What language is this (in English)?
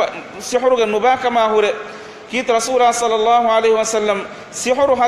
Divehi